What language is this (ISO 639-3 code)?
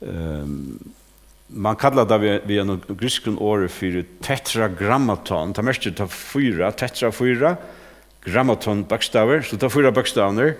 fao